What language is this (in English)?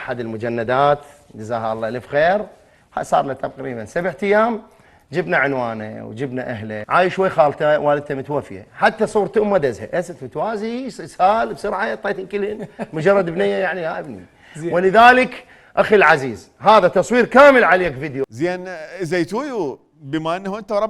Mesopotamian Arabic